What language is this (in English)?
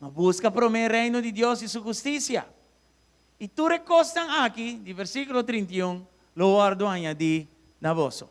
Papiamento